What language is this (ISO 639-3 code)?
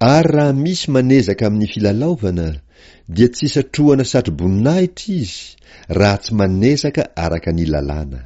mlg